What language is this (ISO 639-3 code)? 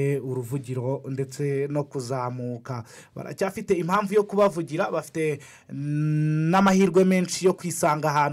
kin